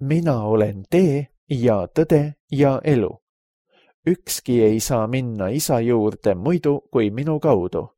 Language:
Estonian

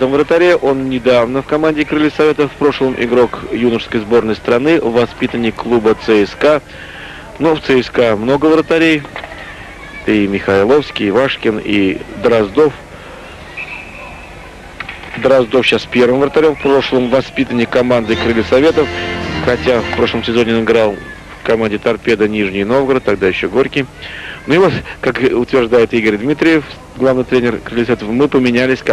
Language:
Russian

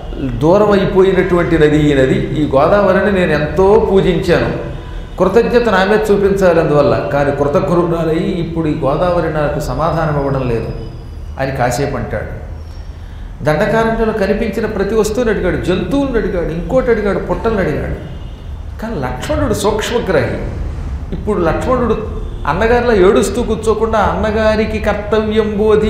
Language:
Telugu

